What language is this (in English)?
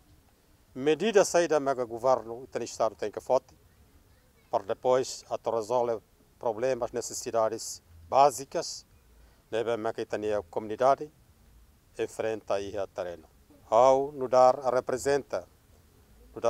Tetum